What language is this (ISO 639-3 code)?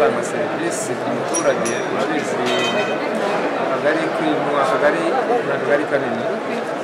kin